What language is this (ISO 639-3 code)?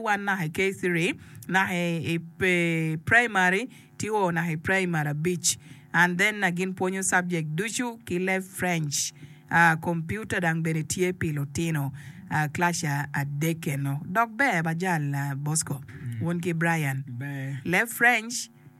ach